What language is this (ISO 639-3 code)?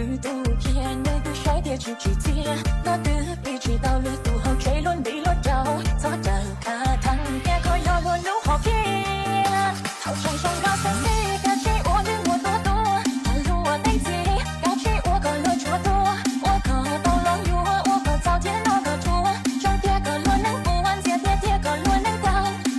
hmn